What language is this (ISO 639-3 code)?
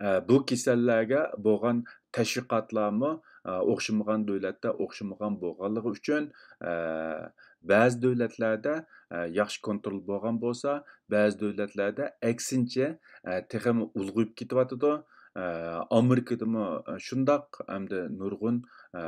uig